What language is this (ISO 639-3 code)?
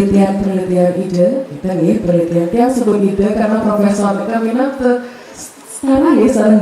ban